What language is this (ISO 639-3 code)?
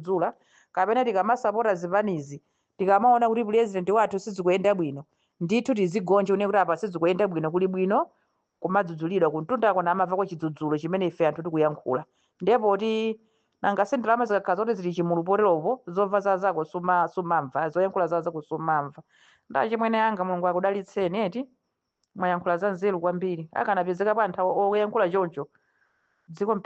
nya